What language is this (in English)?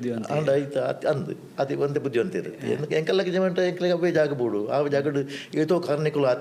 Tulu